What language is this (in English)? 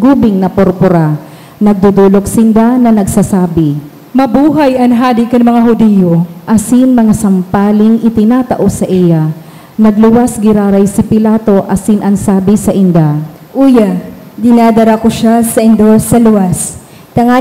Bikol